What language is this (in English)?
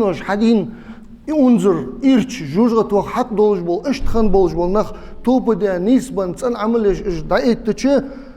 Ingush